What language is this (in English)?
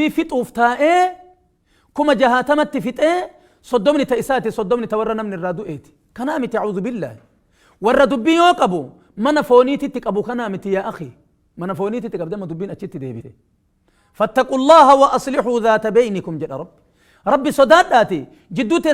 Oromo